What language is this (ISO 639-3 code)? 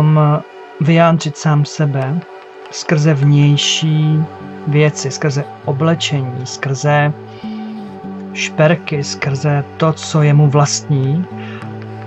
ces